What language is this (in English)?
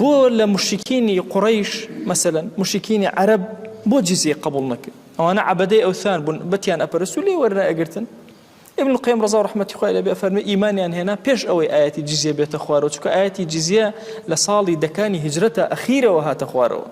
Central Kurdish